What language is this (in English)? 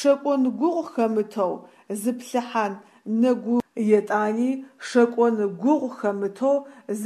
Adyghe